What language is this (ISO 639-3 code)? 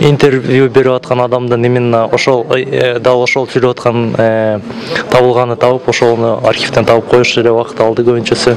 kir